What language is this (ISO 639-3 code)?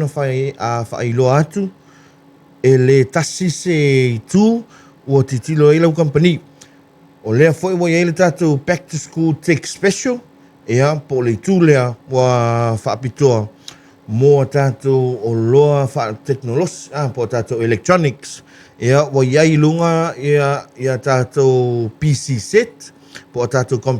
smo